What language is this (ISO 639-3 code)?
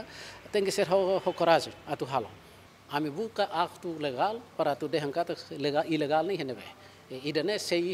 tet